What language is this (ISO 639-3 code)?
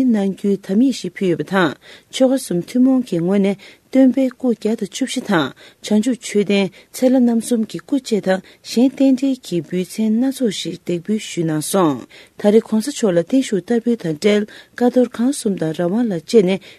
bod